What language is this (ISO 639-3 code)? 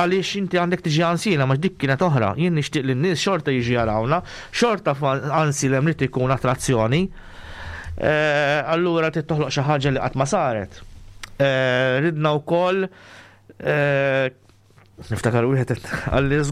mlt